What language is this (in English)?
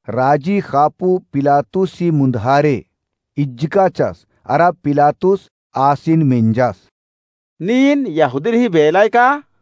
Kurukh